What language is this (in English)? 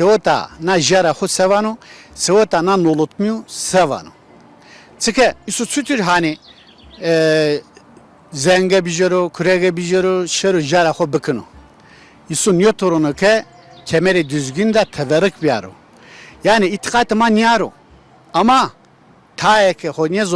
Zaza